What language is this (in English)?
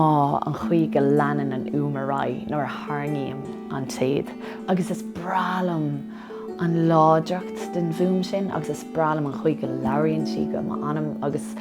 Irish